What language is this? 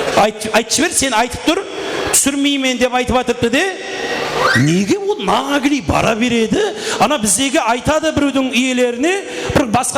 Kara-Kalpak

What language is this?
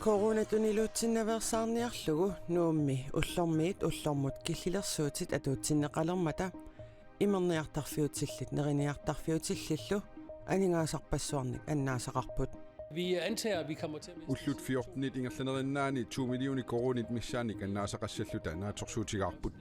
Kalaallisut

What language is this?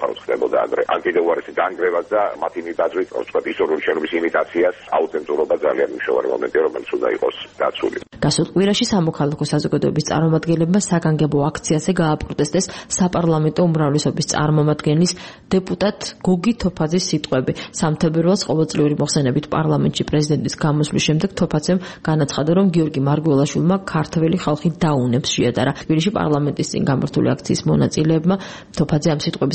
Georgian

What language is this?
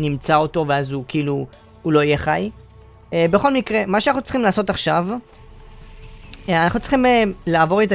Hebrew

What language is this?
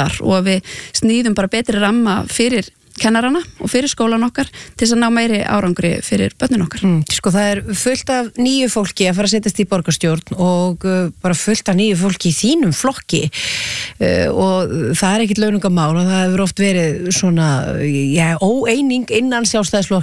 Icelandic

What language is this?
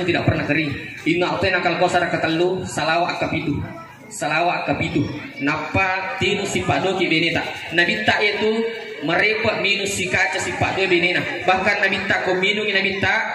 Buginese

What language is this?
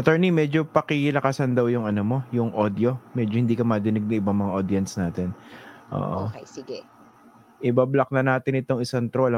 Filipino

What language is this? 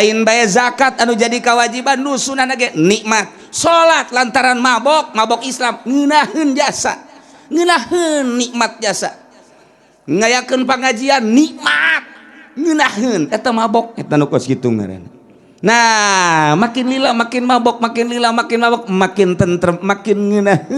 Sundanese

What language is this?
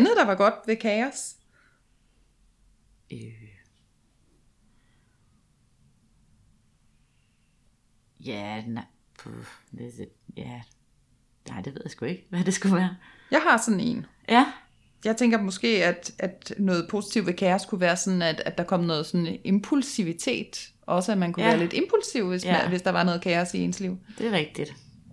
Danish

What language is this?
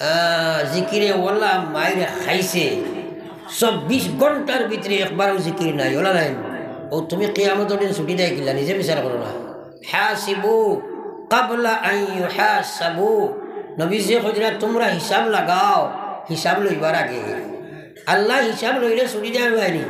Sylheti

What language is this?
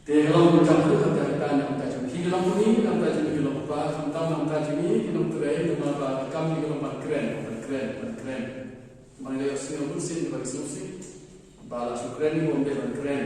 Khasi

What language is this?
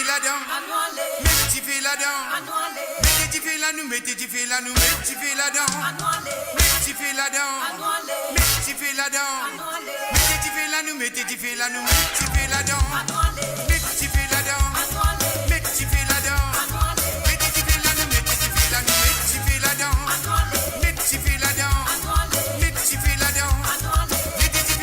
Morisyen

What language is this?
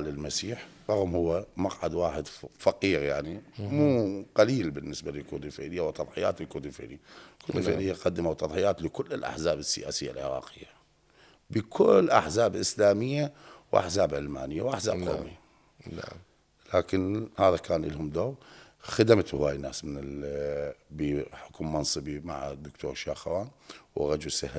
Mesopotamian Arabic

